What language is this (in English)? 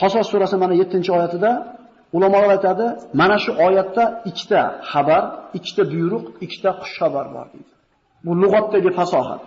Uzbek